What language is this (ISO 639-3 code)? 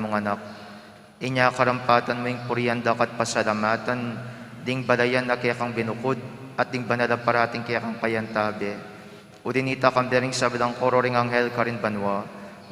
pam